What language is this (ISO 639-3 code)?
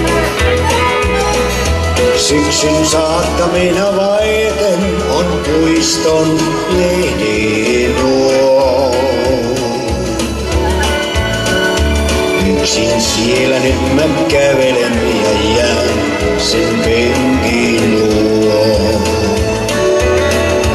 fin